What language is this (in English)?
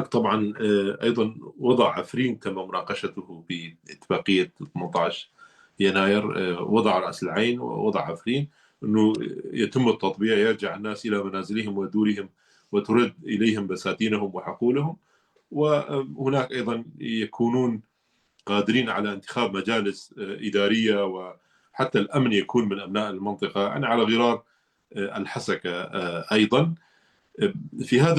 North Levantine Arabic